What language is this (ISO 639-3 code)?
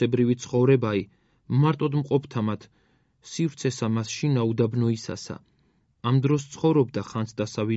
kat